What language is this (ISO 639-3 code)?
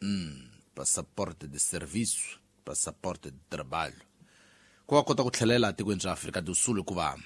tso